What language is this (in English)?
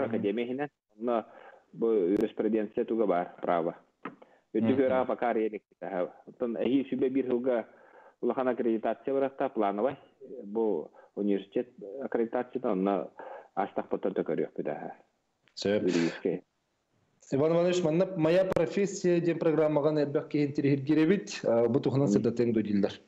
Yakut